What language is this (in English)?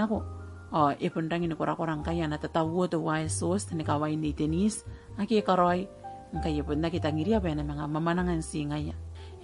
Gilbertese